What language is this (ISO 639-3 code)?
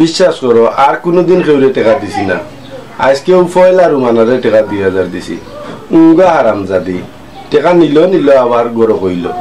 syl